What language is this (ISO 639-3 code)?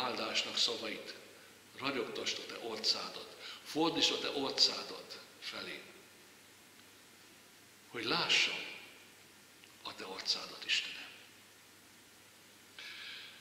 hun